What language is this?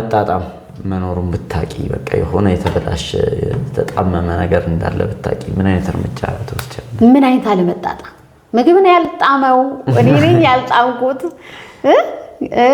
Amharic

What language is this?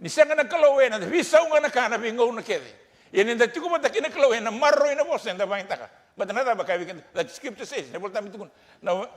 Fijian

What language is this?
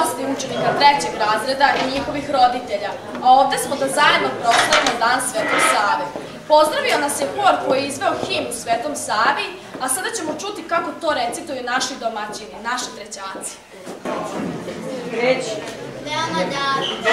Serbian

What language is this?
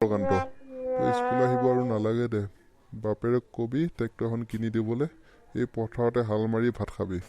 Assamese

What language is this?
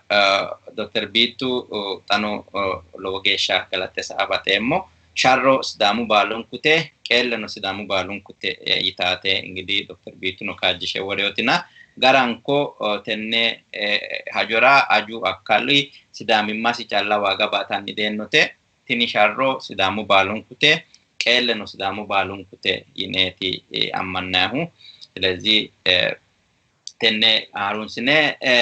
Sidamo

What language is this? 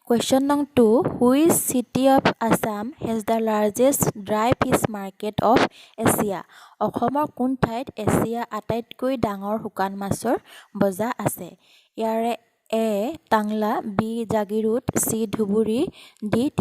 Assamese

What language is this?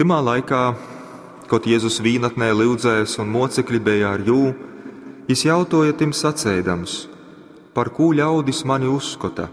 Latgalian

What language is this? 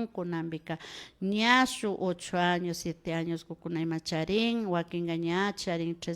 Imbabura Highland Quichua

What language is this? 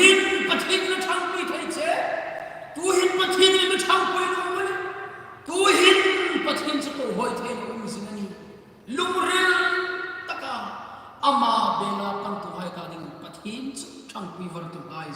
Hmar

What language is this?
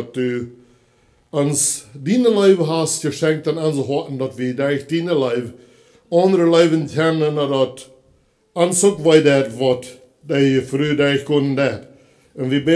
Plautdietsch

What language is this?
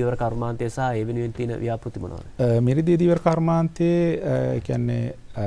Sinhala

